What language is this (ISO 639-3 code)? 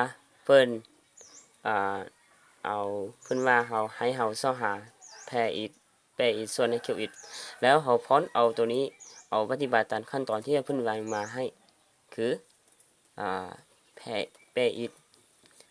lao